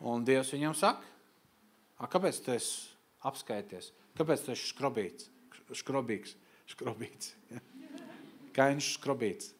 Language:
Latvian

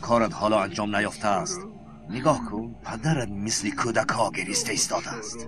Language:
Tajik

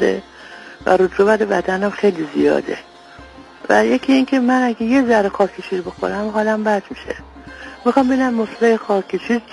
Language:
Persian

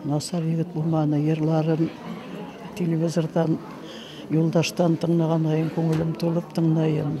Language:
Bashkir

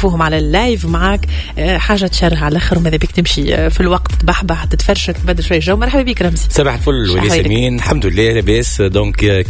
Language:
Tunisian Arabic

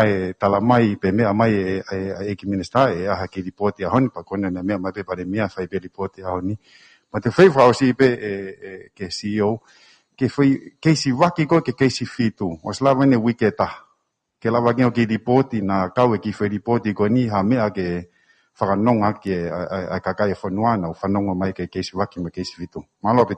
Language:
Tongan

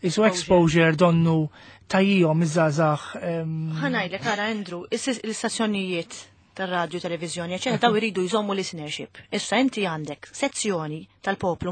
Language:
Maltese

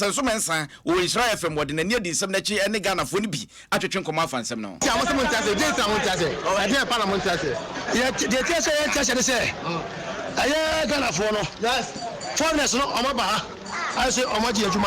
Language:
Akan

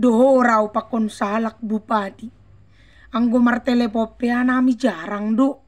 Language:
Batak Simalungun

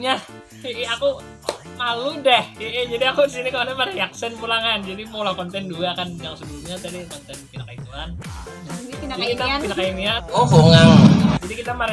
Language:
Banjar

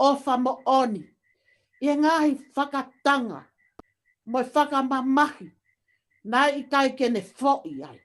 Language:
Tongan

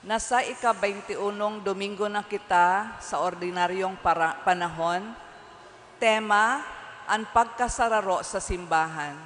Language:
Bikol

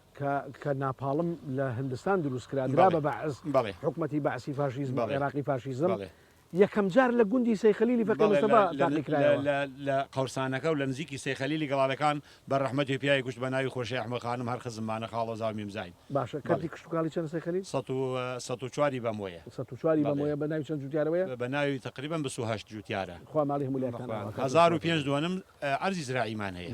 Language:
Central Kurdish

